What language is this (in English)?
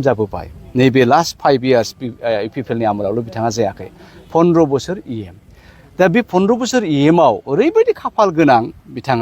Bodo